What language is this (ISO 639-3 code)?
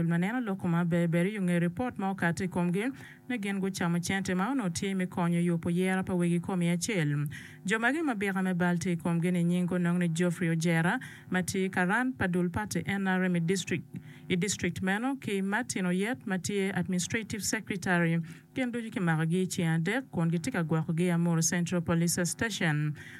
ach